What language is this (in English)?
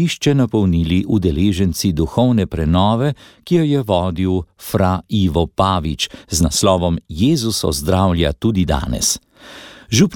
Slovenian